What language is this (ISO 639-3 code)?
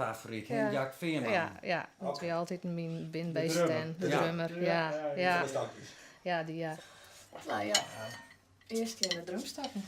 fry